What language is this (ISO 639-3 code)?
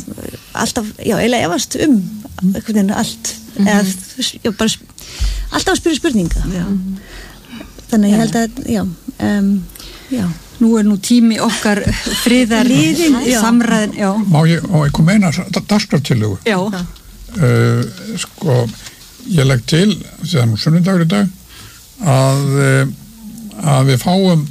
isl